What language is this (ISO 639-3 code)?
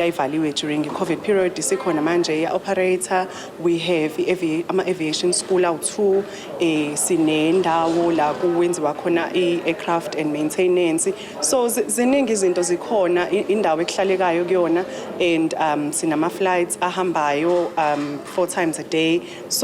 zul